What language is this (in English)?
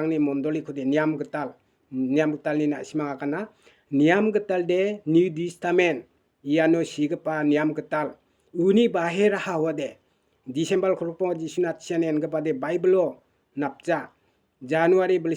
Garo